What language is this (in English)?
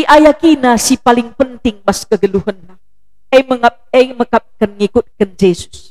Batak Karo